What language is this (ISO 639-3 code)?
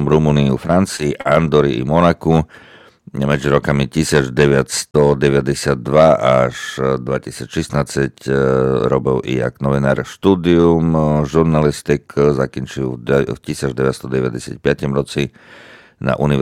slk